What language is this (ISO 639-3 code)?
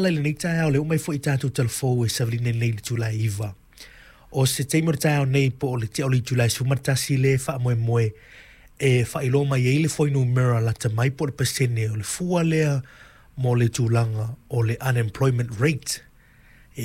smo